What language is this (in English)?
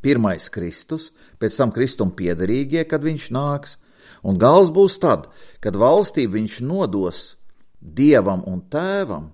Latvian